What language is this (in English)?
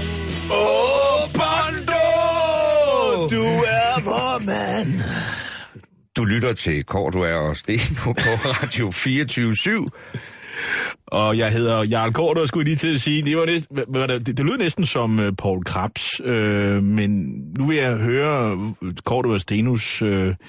Danish